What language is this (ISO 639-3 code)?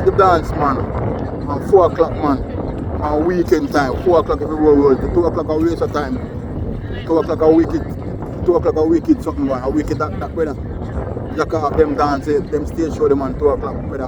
jam